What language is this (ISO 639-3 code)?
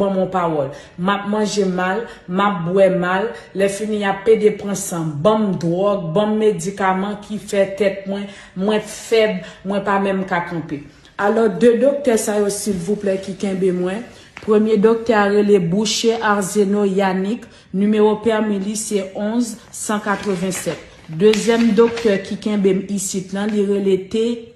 hat